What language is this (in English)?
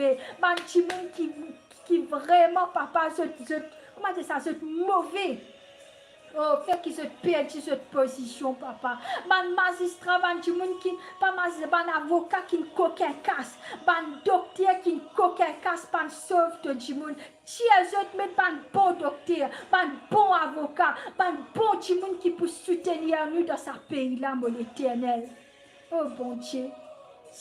Morisyen